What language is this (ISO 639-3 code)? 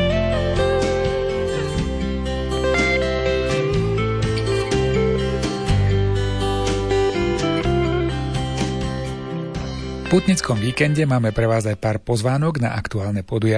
slk